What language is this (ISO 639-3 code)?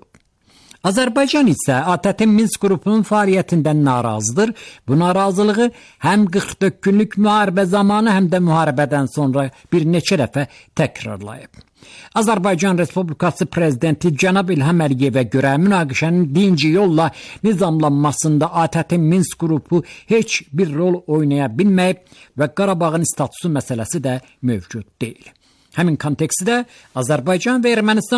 aze